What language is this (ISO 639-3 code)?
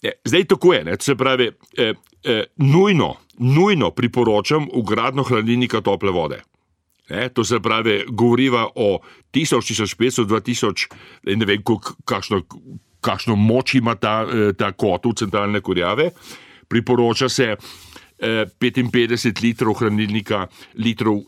slv